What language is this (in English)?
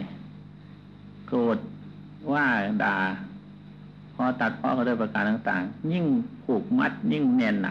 Thai